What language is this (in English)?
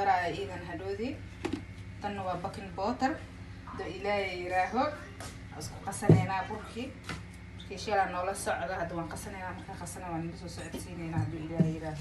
Somali